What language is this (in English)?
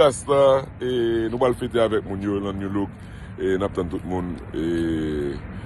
Haitian Creole